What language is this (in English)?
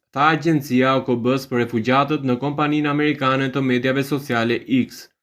Albanian